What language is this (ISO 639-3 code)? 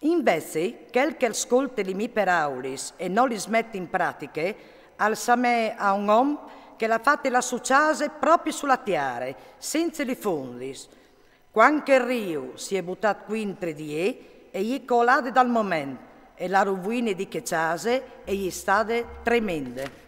fur